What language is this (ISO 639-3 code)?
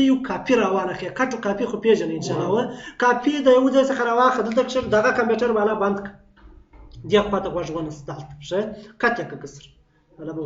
pus